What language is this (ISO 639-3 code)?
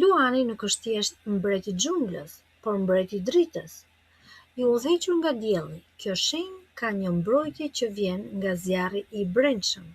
sqi